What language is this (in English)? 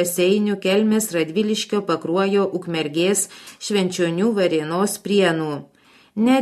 Lithuanian